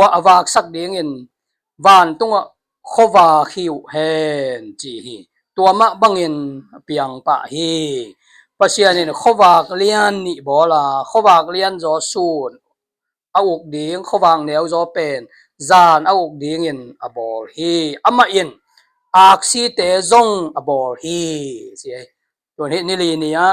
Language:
Tedim Chin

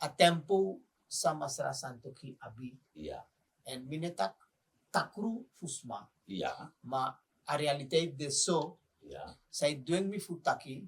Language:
Sranan Tongo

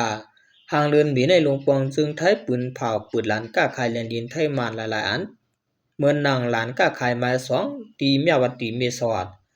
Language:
Shan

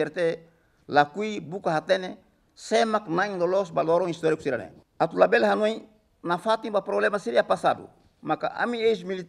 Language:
Tetum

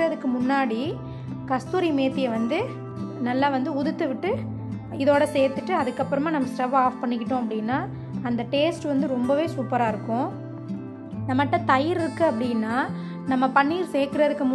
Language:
Tamil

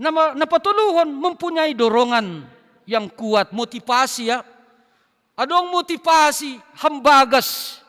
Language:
Batak Simalungun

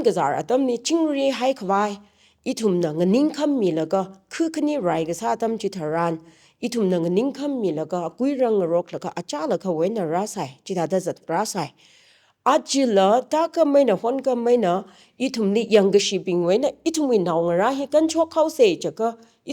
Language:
Tangkhul Naga (India)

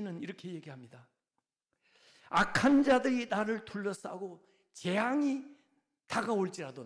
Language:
Korean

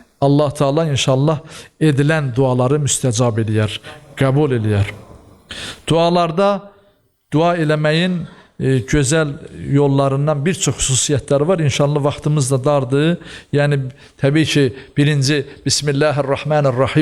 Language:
Azerbaijani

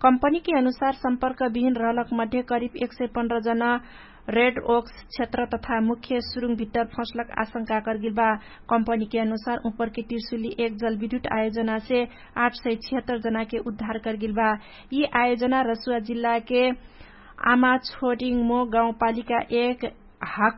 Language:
Dangaura Tharu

